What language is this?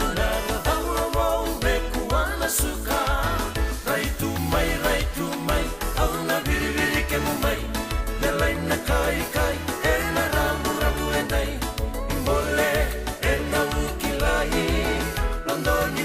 Fijian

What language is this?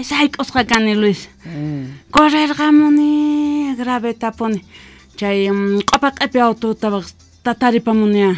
South Bolivian Quechua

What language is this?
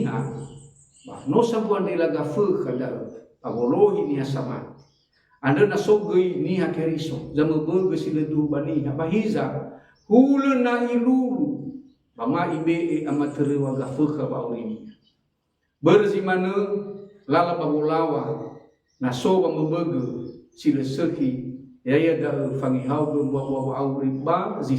Nias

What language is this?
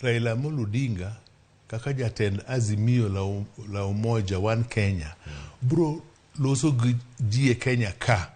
Luo (Kenya and Tanzania)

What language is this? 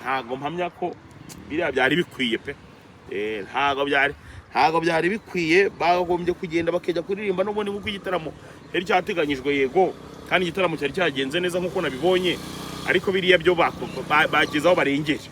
Kinyarwanda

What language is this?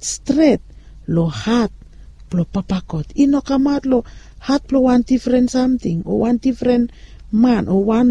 Bislama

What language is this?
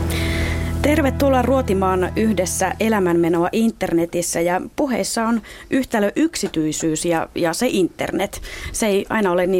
Finnish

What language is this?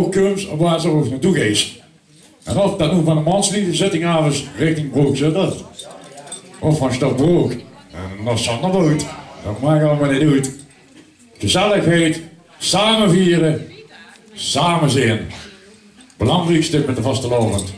Limburgish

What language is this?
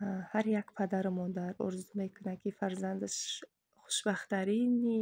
Tajik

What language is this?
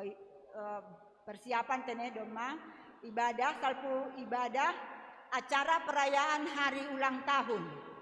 Batak Simalungun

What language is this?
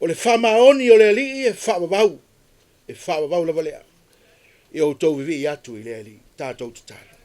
Samoan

